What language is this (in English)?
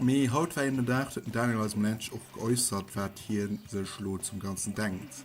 Luxembourgish